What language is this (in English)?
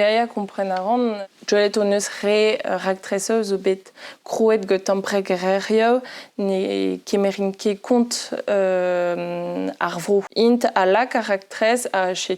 Breton